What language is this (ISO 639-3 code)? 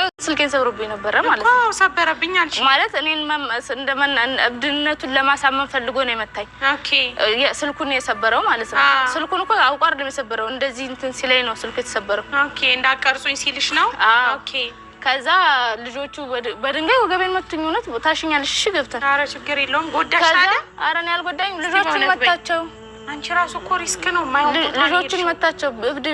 amh